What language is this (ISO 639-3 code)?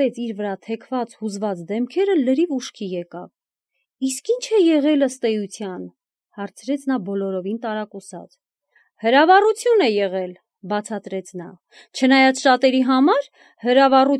hye